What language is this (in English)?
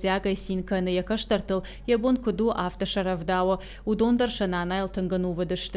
Ossetic